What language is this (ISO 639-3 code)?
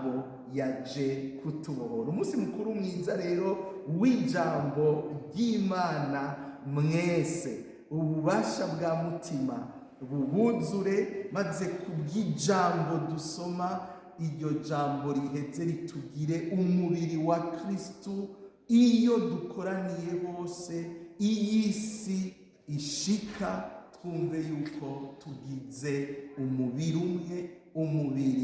run